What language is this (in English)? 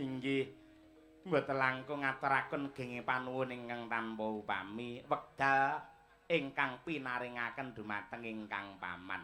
Javanese